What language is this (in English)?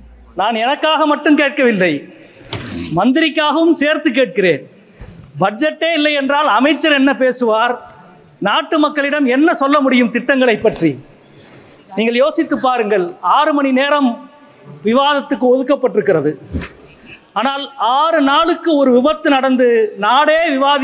Tamil